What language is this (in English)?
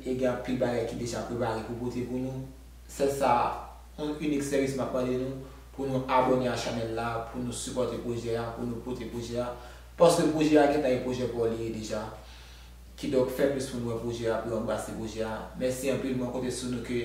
Haitian Creole